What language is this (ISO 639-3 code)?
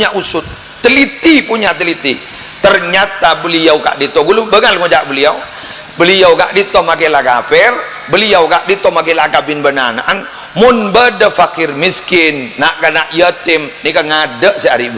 mad